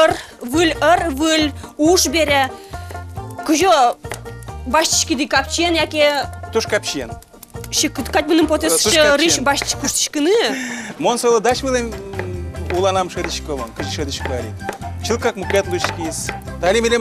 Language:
Udmurt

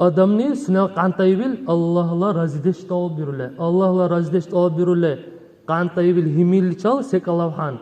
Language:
Dargwa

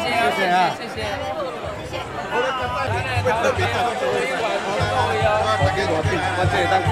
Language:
Min Nan Chinese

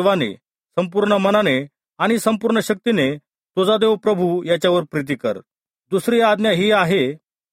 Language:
Marathi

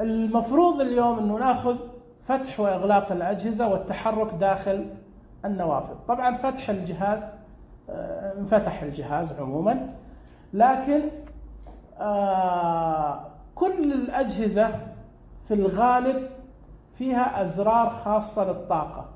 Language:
Najdi Arabic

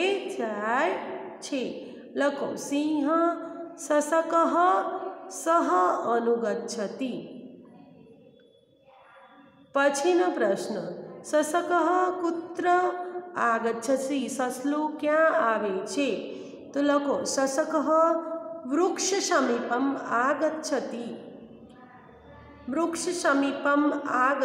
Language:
Gujarati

